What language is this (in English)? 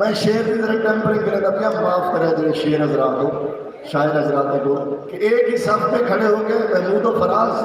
Saraiki